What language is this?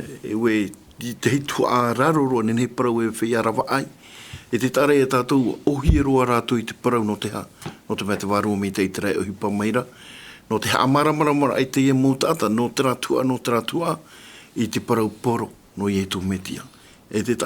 Tahitian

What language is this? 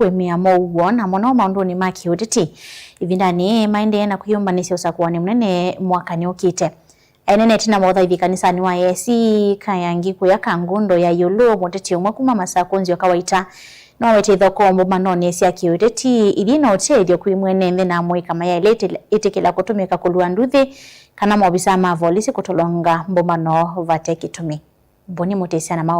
Kamba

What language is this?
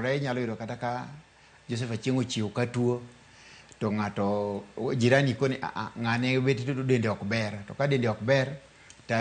Luo (Kenya and Tanzania)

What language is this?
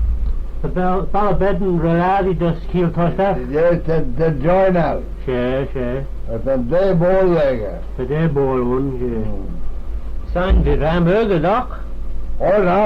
Manx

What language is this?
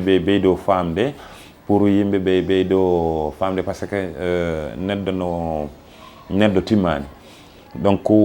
Fula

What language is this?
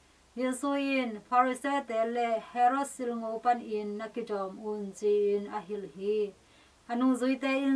Tedim Chin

